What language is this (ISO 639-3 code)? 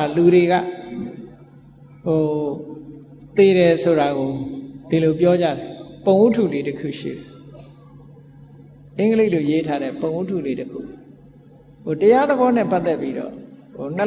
mya